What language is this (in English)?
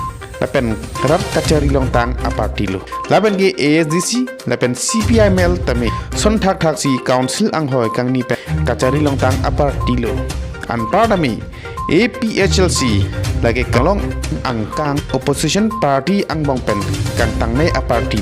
Karbi